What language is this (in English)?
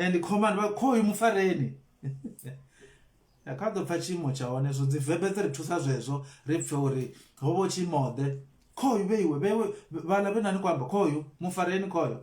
Venda